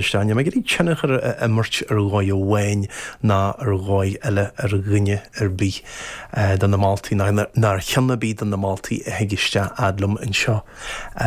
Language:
Irish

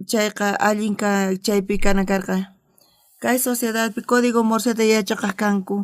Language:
South Bolivian Quechua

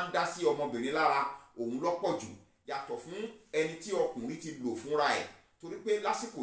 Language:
Yoruba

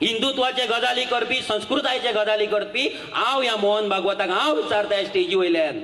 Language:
Konkani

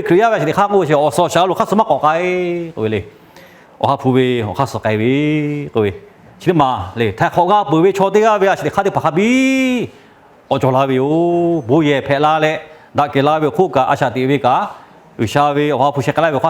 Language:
Lahu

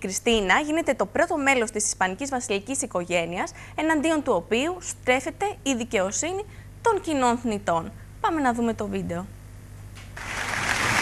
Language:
Greek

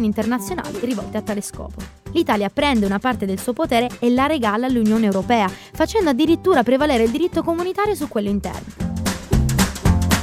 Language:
Italian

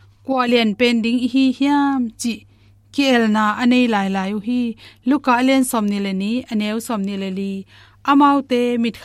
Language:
Tedim Chin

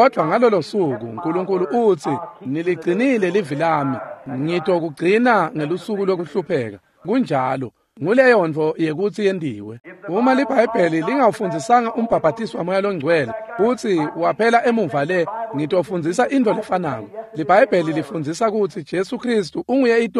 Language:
Swati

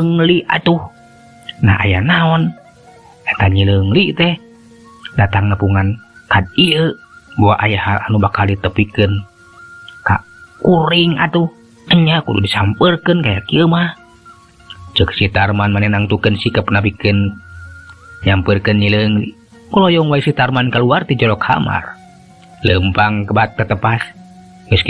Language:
Sundanese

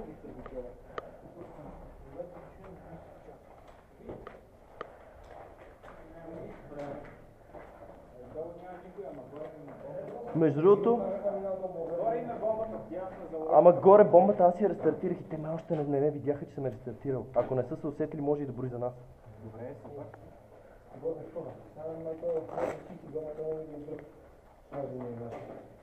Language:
Bulgarian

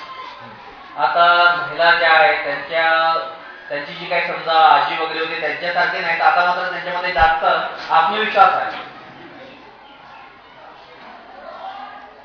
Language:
Marathi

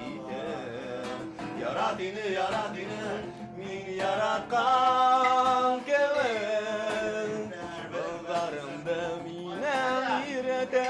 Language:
Bashkir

